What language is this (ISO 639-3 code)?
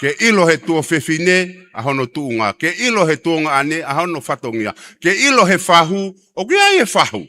ton